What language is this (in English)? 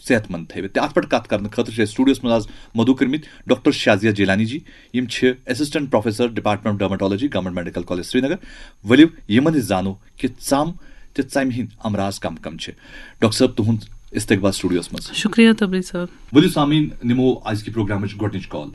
Kashmiri